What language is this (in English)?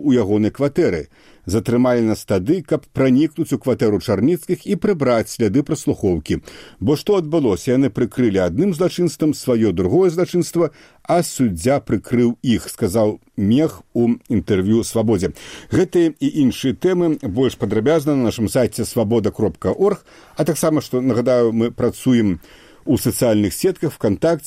Belarusian